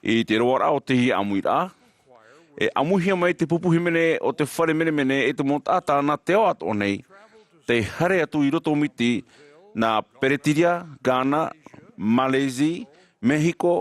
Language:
Tahitian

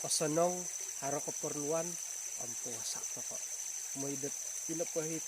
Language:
Central Dusun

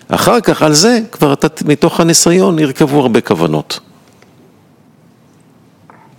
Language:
Hebrew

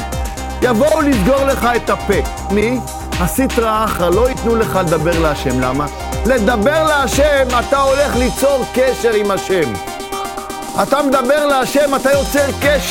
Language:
Hebrew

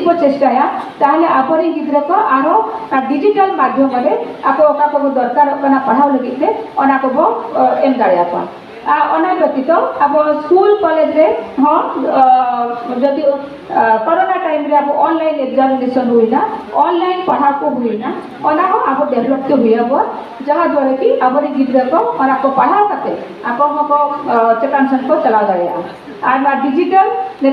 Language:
Santali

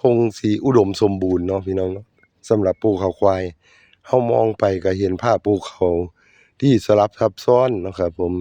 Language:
Northeastern Thai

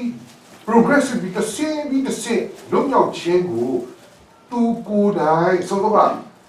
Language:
Burmese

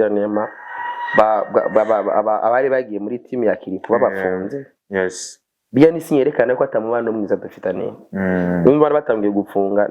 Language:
Rundi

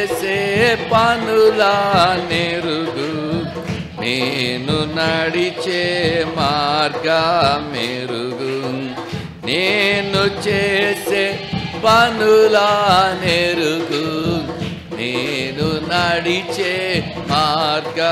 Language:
Telugu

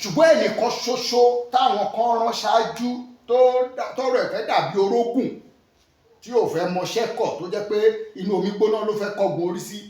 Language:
Yoruba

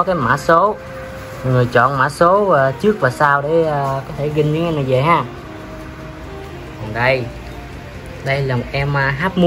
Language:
Vietnamese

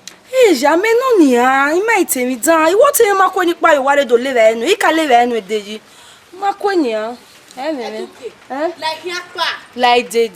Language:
Bini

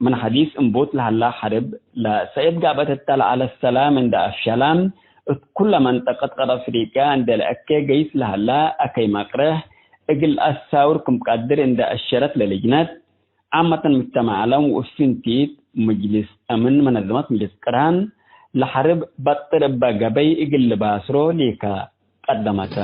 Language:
Tigre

